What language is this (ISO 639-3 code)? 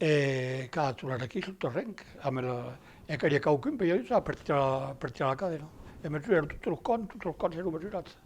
oci